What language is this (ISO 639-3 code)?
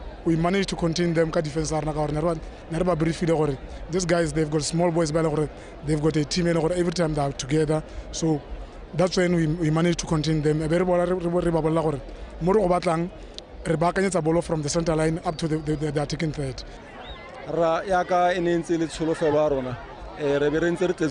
tsn